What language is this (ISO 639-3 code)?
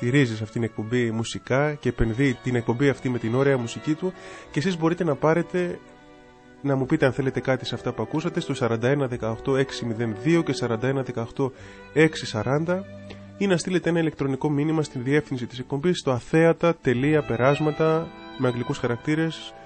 ell